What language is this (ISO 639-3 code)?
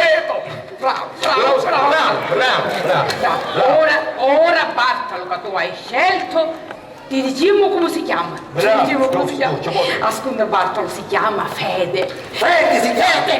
scn